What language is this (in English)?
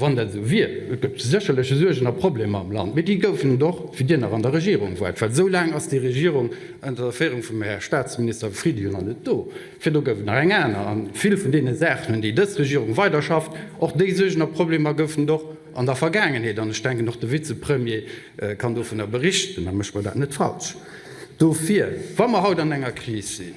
Luxembourgish